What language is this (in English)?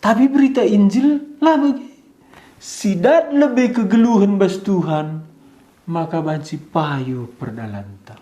Batak Karo